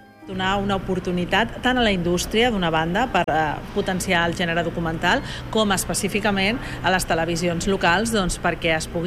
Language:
Catalan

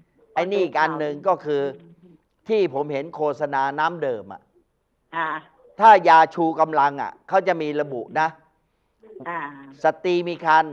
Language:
Thai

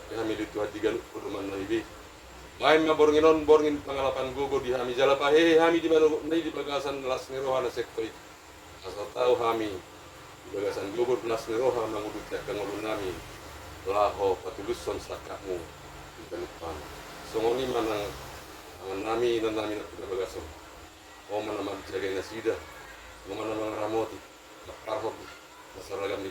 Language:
Batak Toba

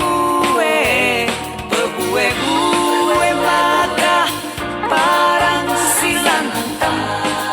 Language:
Batak Karo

